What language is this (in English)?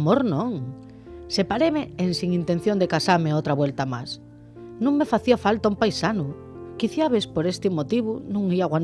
Asturian